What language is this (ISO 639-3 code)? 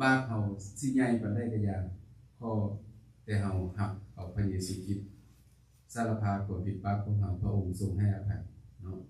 lao